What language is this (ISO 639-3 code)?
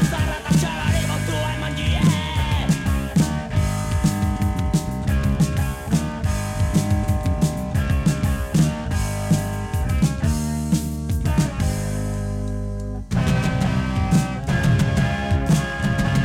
eus